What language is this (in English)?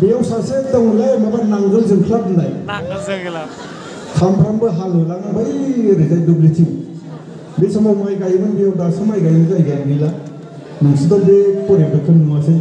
Bodo